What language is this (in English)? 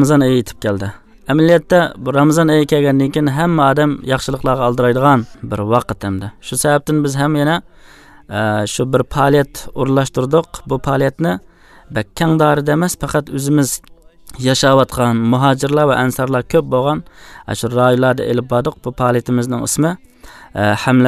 Uyghur